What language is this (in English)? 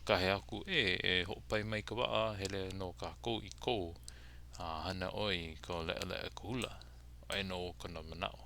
Hawaiian